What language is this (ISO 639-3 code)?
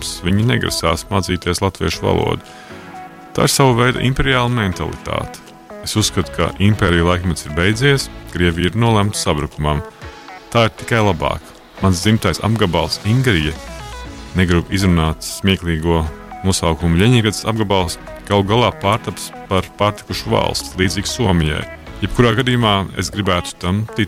lav